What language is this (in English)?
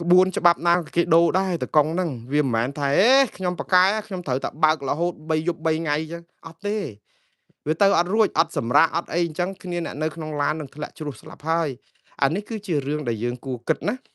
Khmer